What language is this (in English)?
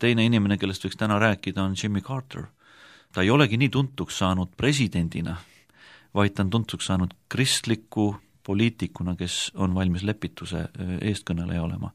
Estonian